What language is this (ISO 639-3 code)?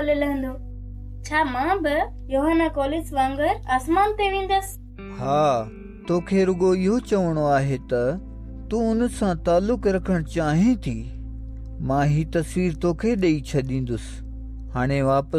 snd